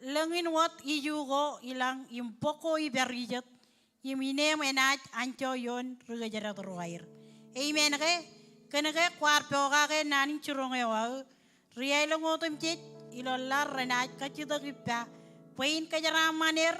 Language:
Marshallese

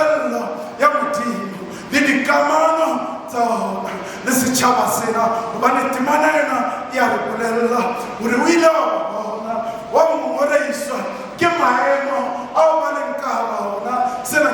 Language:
Southern Sotho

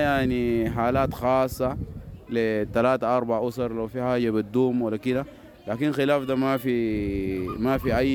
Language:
Sudanese Arabic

